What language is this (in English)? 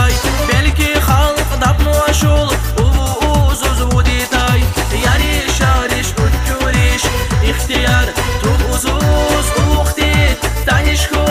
Tabassaran